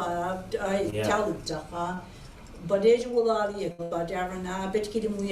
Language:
Mi'kmaw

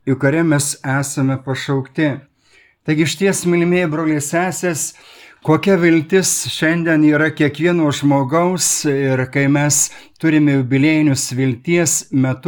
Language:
Lithuanian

